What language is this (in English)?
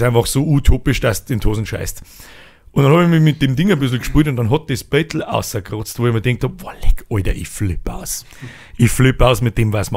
Bavarian